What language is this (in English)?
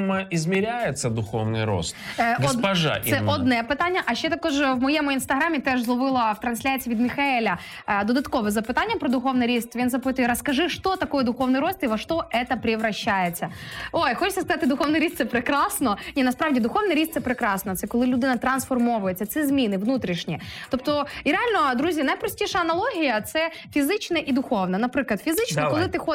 Ukrainian